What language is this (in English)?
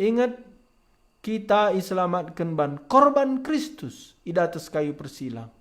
Batak Karo